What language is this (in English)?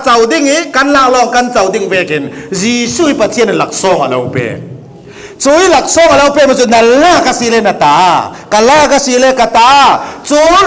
Falam Chin